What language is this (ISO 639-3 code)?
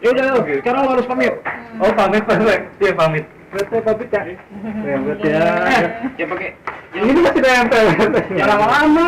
bew